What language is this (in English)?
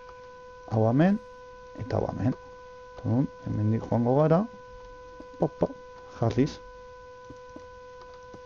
Basque